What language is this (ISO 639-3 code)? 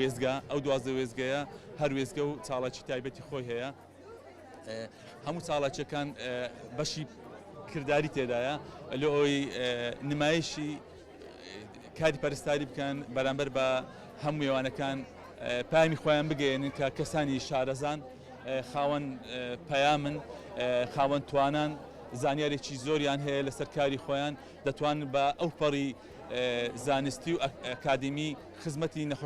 ckb